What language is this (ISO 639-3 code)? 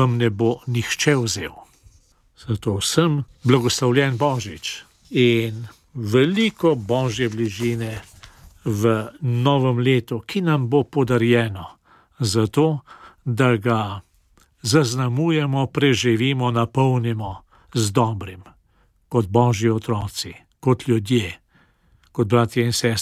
slv